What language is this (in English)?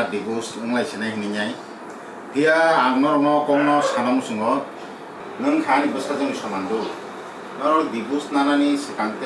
Kok Borok